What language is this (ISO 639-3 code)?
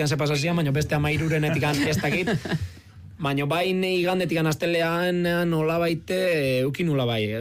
eus